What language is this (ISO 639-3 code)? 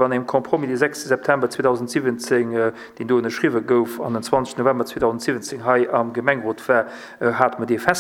ltz